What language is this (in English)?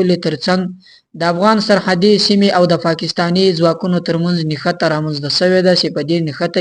Pashto